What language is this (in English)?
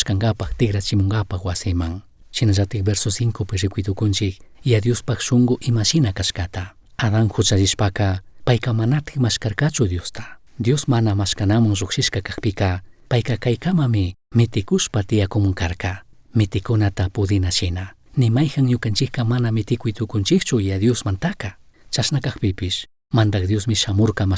Chimborazo Highland Quichua